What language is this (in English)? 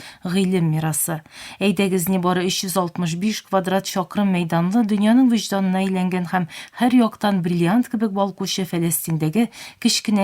Tatar